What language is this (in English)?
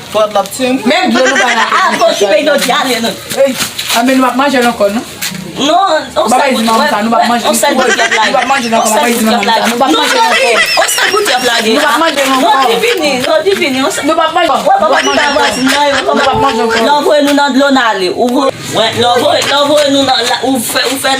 Haitian Creole